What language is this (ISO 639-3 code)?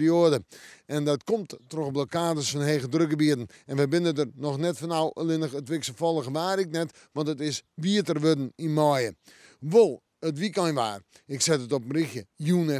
fry